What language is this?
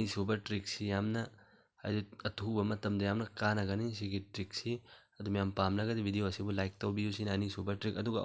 Manipuri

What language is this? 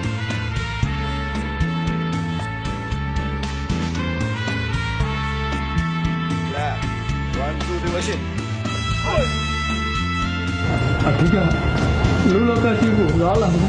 Burmese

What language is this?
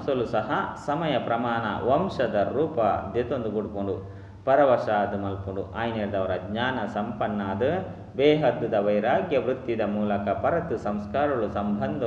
Tulu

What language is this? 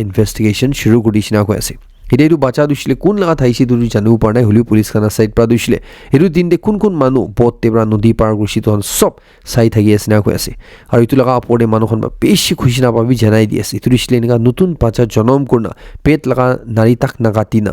Naga Pidgin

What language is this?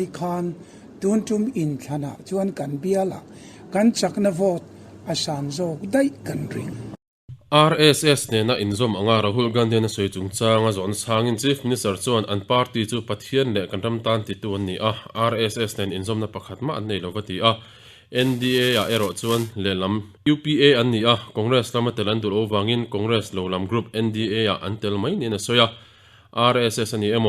Mizo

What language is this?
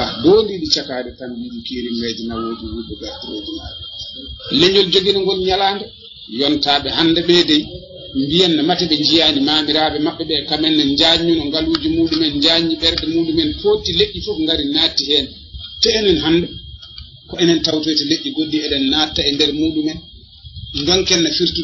Fula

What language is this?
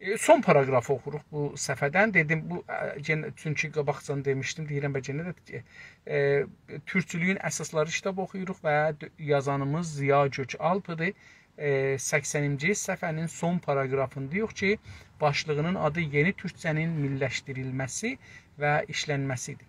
South Azerbaijani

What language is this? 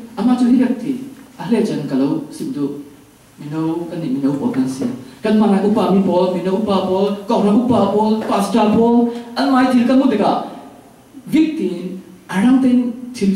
Falam Chin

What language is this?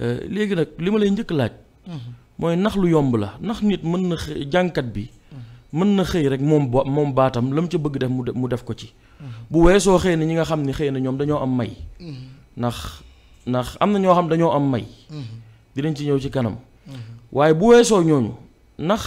Wolof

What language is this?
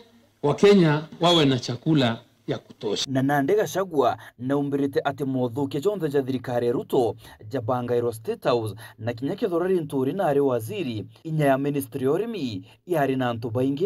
Meru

